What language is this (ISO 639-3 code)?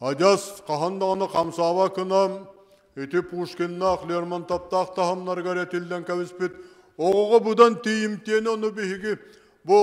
sah